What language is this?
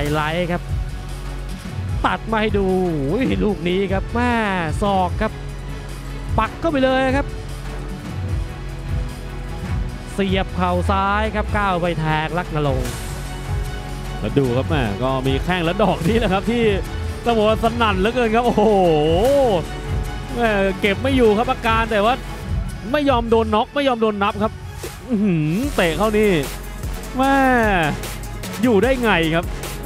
Thai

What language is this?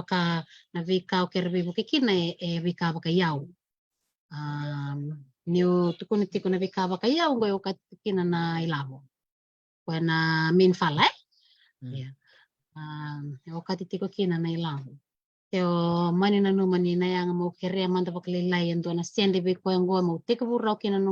Fijian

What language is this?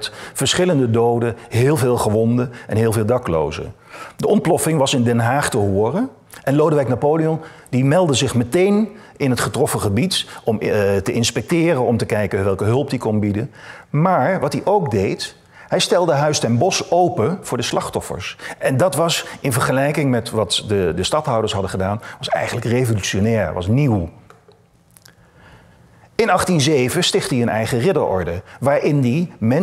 Dutch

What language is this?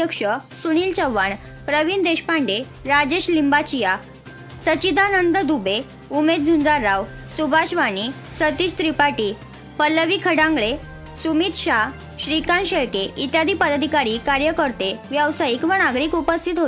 Marathi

